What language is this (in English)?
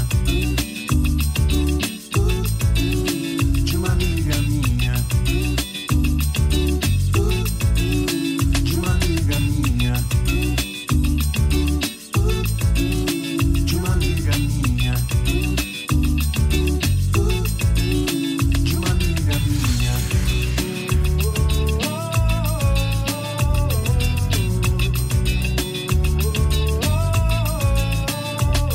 Portuguese